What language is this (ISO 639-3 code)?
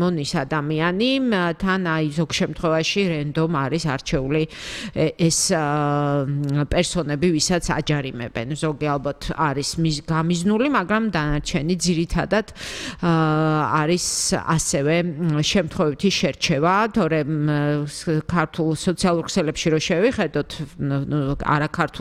kat